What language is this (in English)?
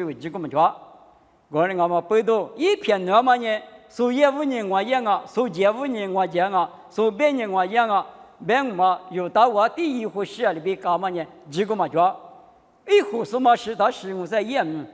Lisu